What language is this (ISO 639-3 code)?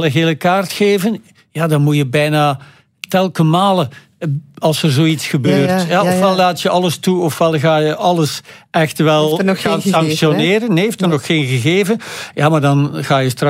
nld